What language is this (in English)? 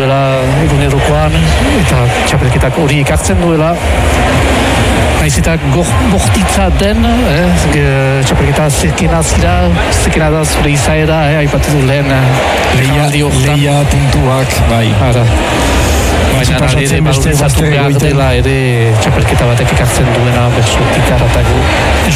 Basque